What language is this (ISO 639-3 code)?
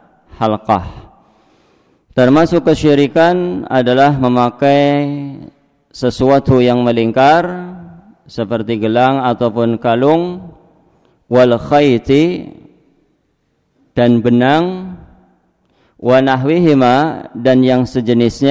ind